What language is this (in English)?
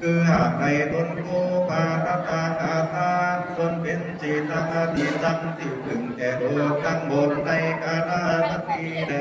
Lü